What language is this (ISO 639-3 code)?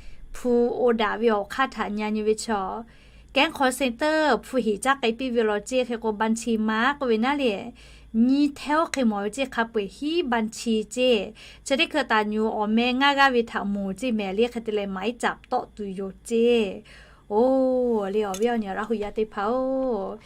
lhu